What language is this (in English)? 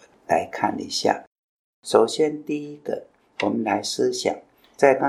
Chinese